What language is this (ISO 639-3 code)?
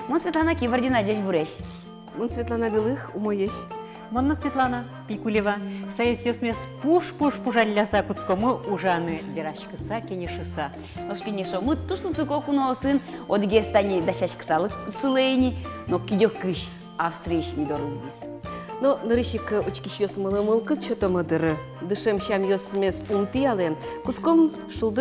udm